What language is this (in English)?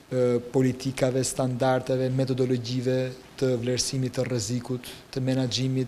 Albanian